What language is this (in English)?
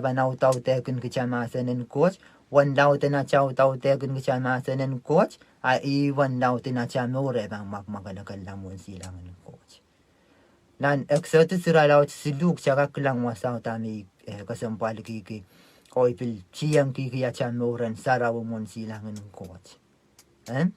Pohnpeian